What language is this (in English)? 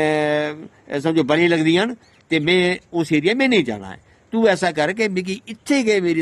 Dogri